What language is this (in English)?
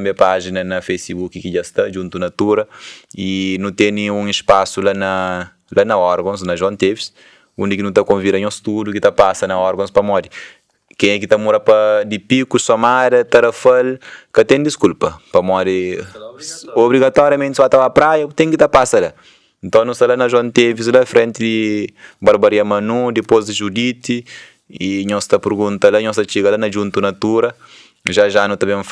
Kabuverdianu